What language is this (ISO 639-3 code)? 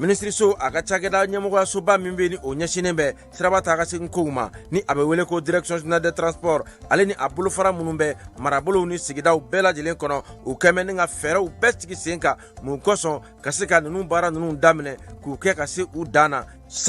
bam